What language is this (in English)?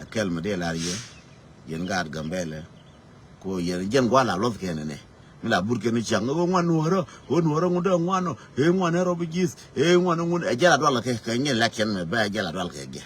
Nuer